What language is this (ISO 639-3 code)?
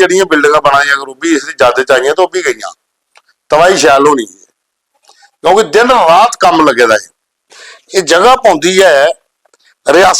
doi